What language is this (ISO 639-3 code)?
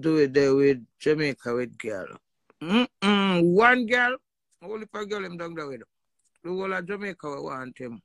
jam